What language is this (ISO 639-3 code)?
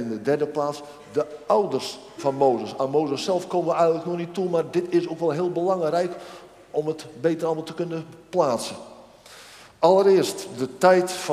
nld